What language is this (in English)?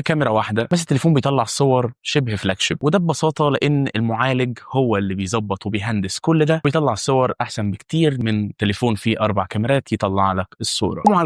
Egyptian Arabic